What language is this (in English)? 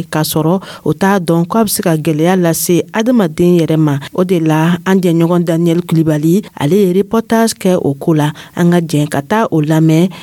Dyula